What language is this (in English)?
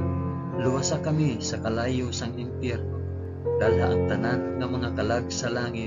Hiligaynon